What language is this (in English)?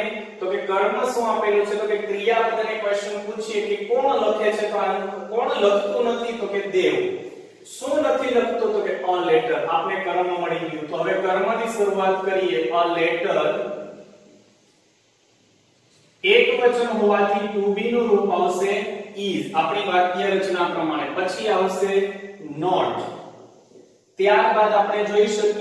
Gujarati